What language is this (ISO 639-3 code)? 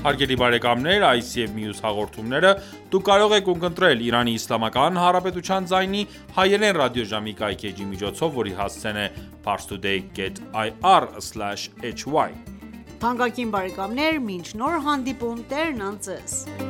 hye